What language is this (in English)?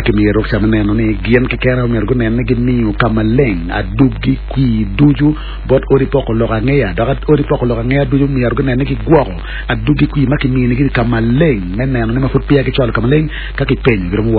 Acoli